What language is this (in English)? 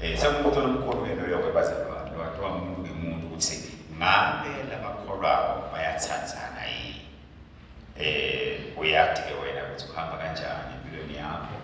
Swati